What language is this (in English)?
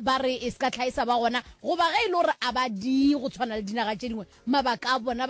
Northern Sotho